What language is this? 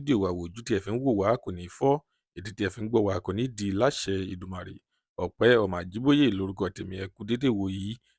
Yoruba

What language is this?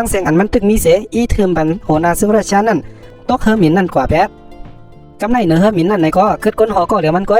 Shan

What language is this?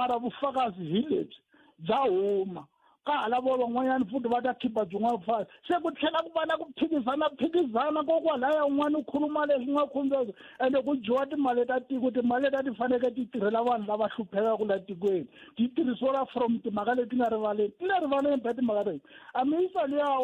Tsonga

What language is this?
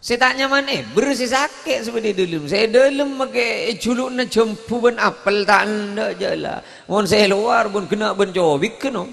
Madurese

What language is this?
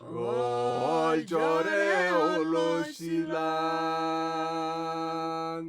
Masai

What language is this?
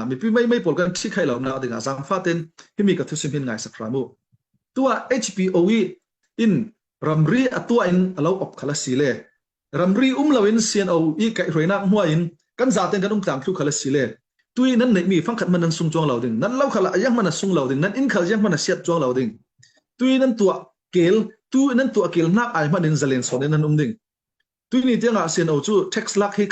Falam Chin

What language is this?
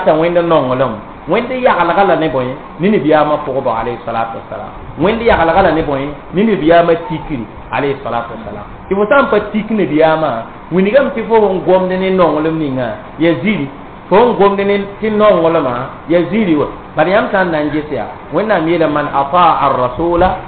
Mossi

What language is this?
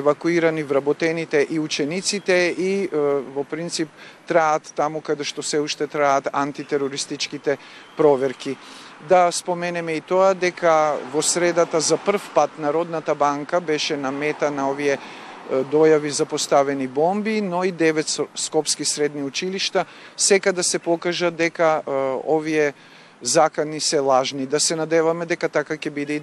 Macedonian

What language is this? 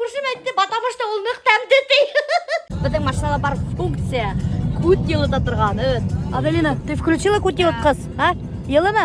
Bashkir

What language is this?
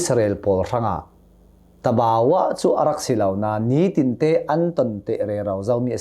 Hakha Chin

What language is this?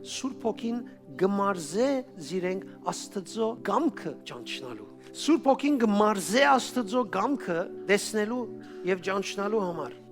Western Armenian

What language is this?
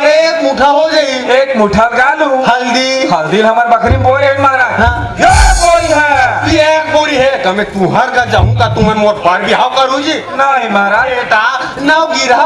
Chhattisgarhi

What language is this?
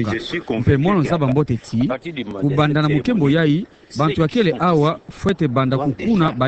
Kituba (Democratic Republic of Congo)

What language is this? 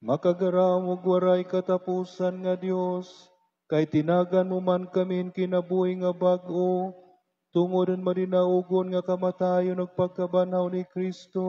Waray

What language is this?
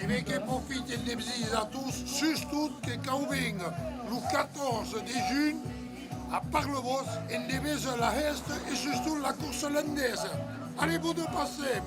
Occitan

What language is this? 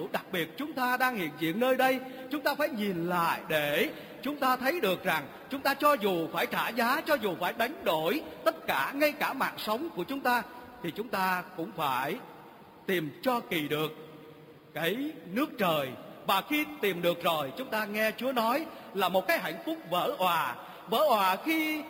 Vietnamese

